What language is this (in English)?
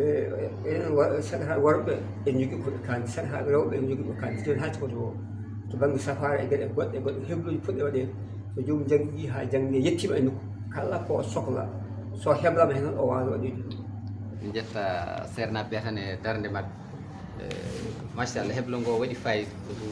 Fula